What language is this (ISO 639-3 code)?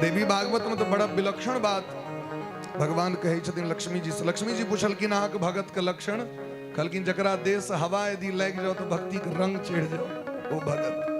mai